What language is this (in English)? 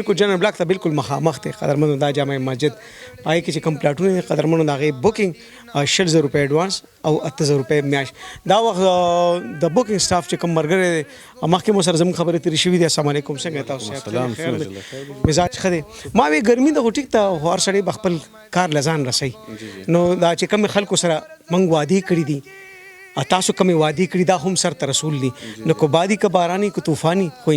Pashto